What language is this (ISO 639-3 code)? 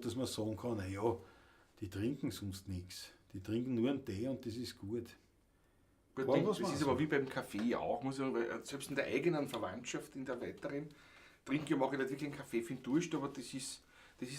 bar